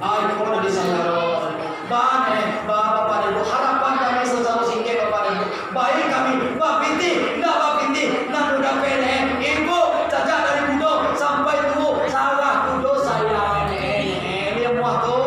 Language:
Minangkabau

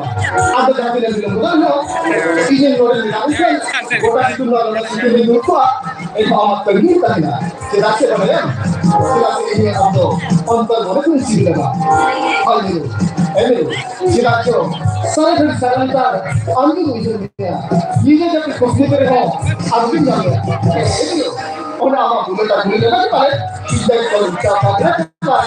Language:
Santali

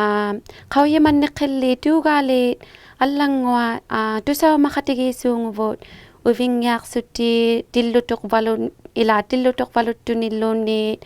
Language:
Inuktitut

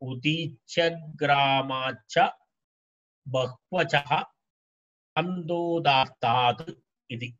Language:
Sanskrit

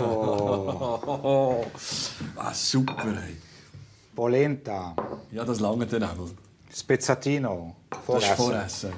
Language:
Swiss German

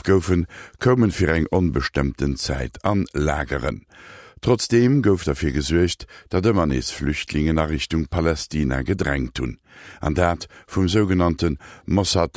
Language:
Luxembourgish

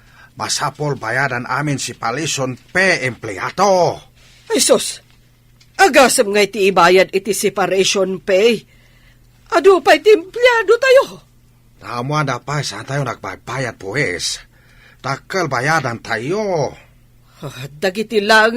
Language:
Iloko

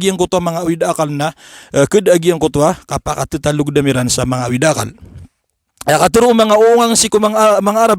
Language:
Maranao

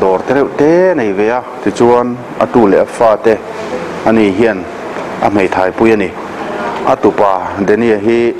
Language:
Mizo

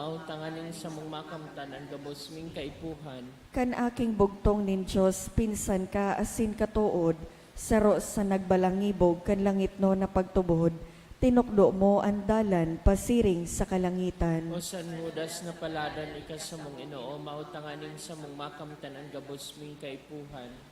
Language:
Bikol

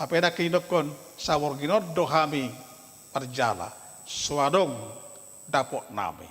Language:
Batak Toba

